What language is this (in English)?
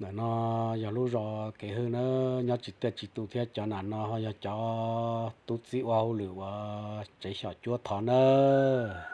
Hmong